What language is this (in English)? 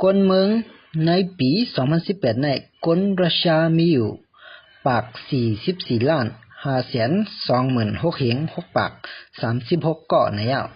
Shan